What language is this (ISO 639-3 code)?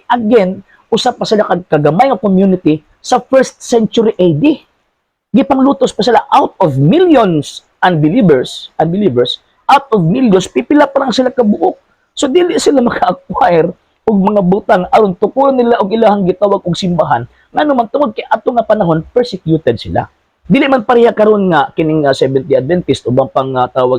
ceb